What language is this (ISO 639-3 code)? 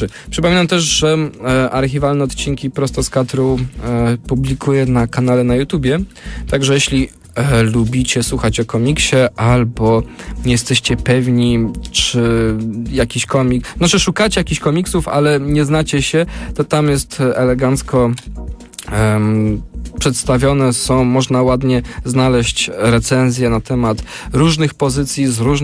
pol